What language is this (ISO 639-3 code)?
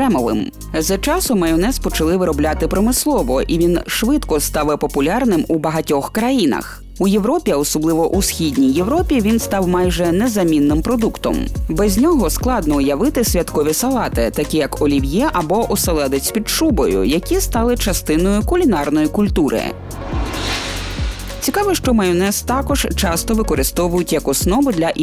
ukr